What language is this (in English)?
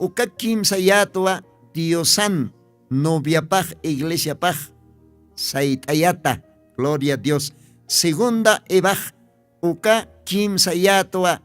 Aymara